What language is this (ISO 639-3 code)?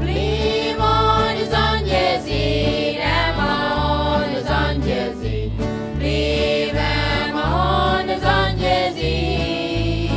pdt